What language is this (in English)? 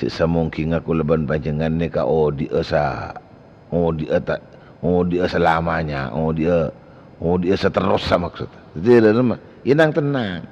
Madurese